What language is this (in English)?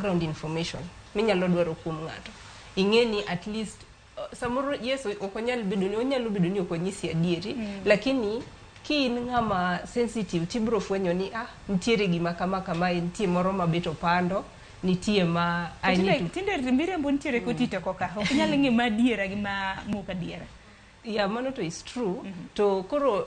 Luo (Kenya and Tanzania)